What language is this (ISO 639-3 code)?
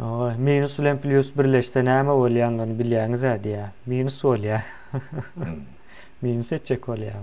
tuk